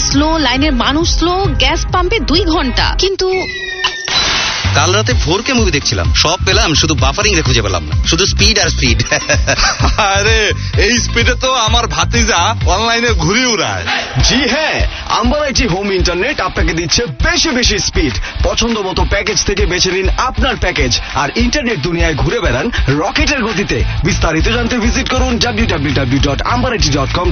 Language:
Bangla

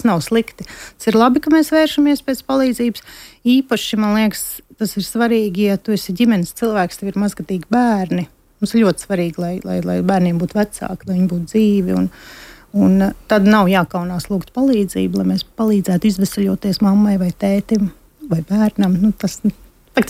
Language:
Latvian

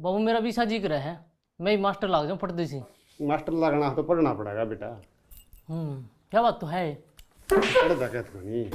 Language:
Haryanvi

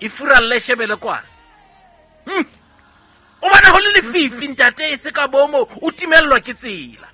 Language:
Southern Sotho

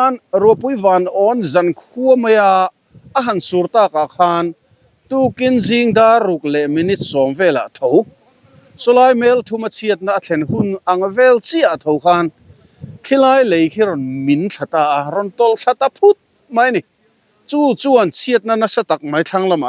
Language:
Mizo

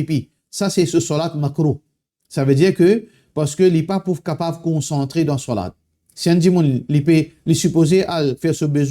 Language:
Morisyen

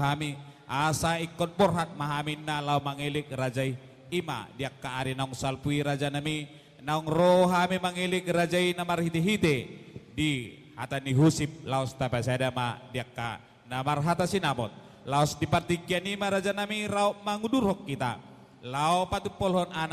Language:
Batak Toba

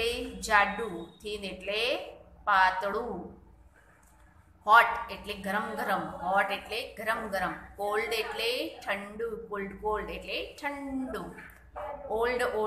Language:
Gujarati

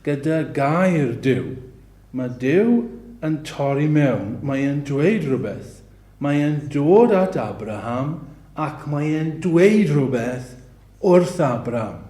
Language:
Welsh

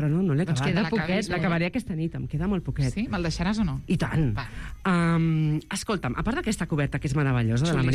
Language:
Catalan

